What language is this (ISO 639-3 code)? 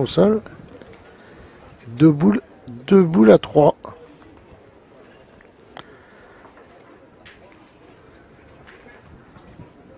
fra